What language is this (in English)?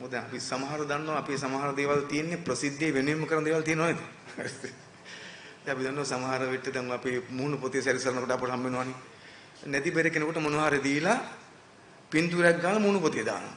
Sinhala